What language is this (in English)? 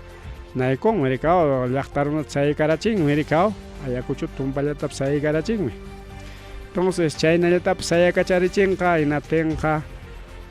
Ayacucho Quechua